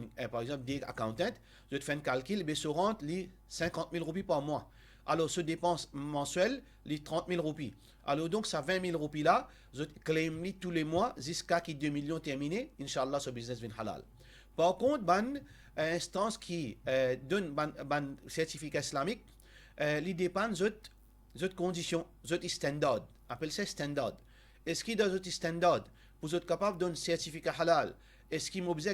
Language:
Morisyen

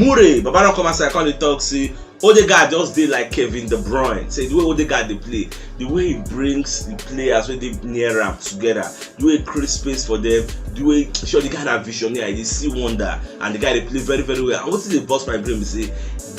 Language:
Nigerian Pidgin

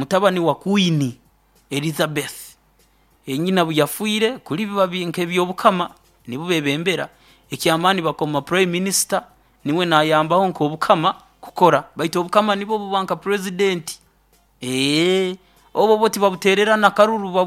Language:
Nyoro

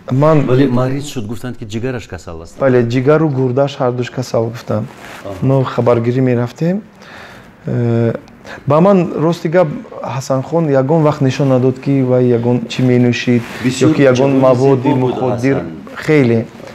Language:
Tajik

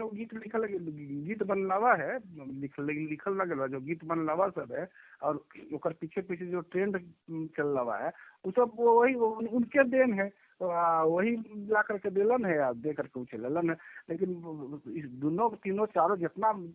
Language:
Magahi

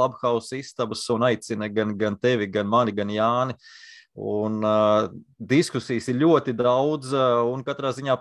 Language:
Latvian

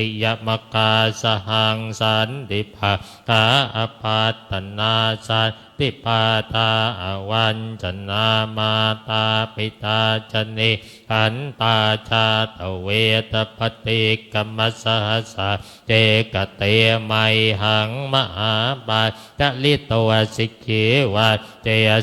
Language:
Pali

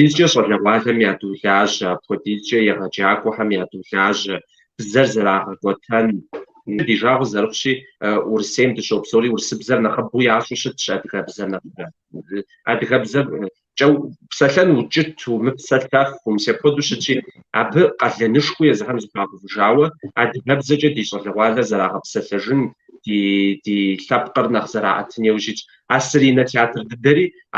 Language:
Kabardian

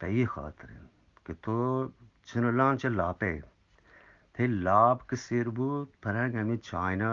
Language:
Eastern Balochi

